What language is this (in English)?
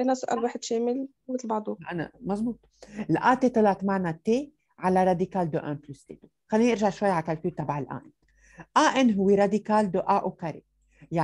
North Levantine Arabic